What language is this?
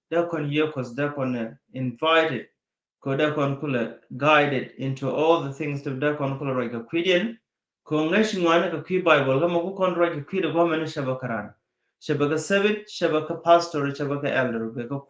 Nuer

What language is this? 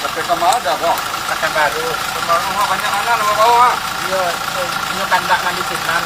Minangkabau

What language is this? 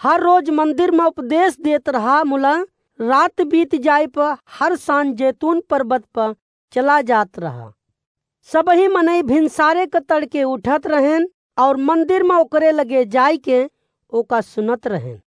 Awadhi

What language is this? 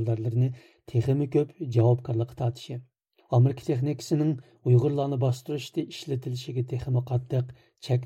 Uyghur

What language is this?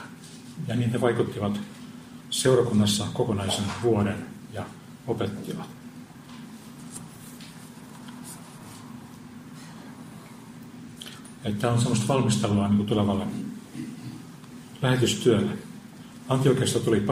Finnish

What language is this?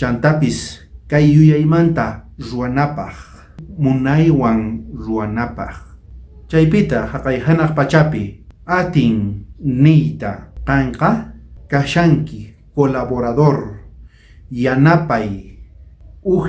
South Bolivian Quechua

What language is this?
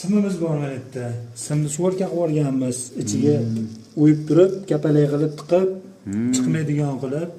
Uzbek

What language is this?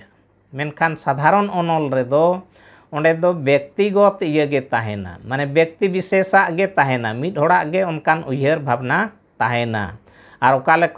Santali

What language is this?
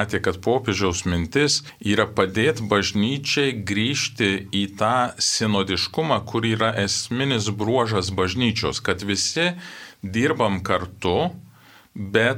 Lithuanian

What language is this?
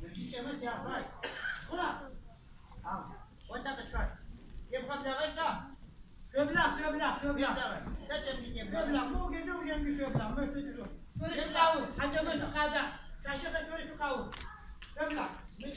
Adyghe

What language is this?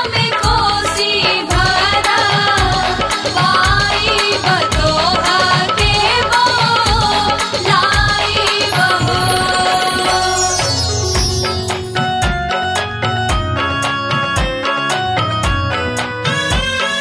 Bhojpuri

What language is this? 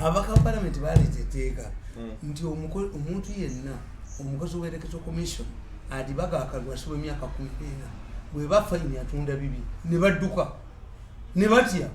Ganda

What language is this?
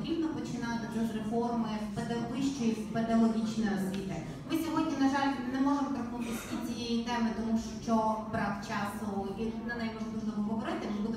Ukrainian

